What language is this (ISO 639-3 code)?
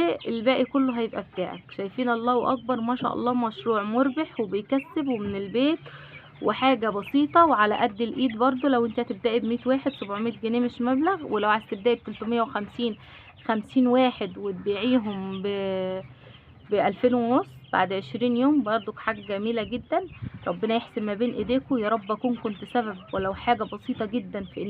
arz